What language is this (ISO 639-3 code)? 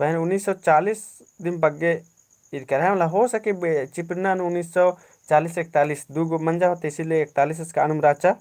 kru